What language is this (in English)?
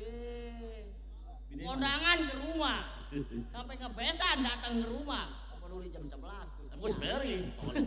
Betawi